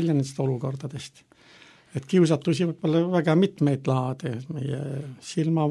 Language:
Estonian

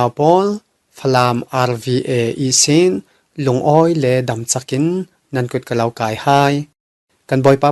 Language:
Falam Chin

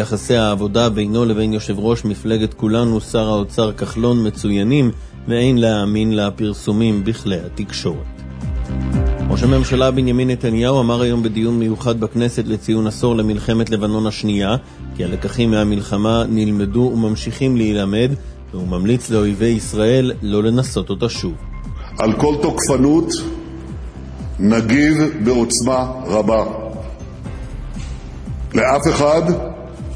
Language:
Hebrew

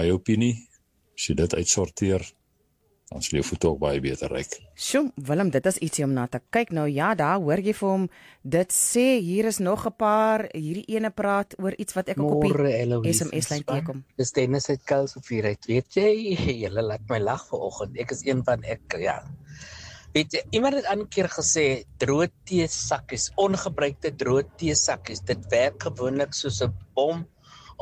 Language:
Afrikaans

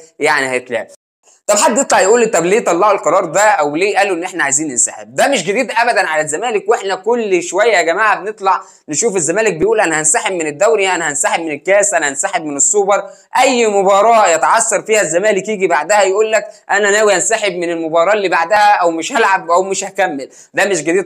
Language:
Egyptian Arabic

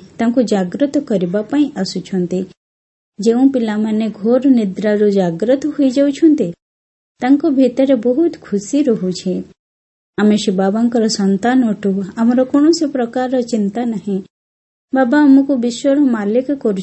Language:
Odia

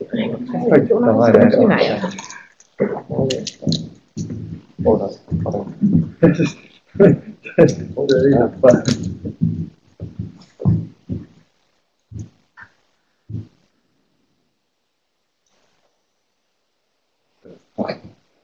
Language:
Finnish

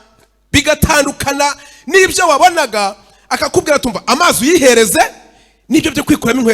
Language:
Kinyarwanda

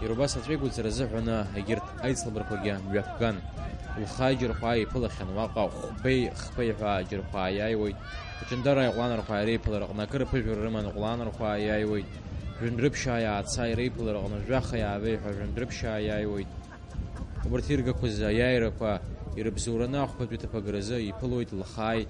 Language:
Abkhazian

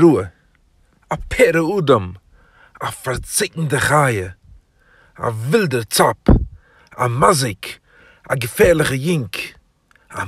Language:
Yiddish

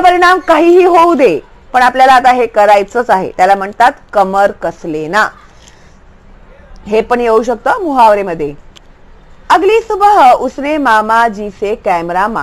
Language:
Marathi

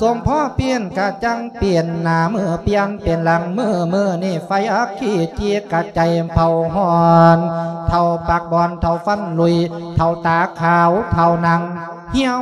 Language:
Lao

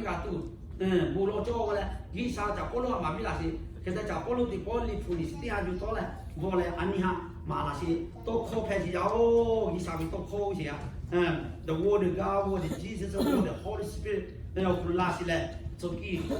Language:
Lahu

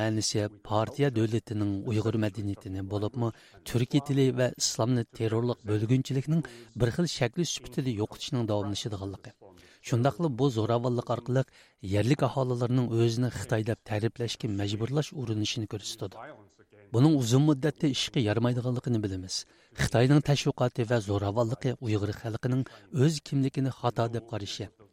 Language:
Uyghur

